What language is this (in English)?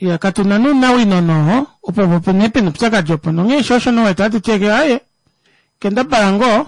Kuanyama